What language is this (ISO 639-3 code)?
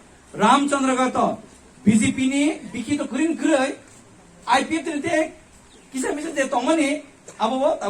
trp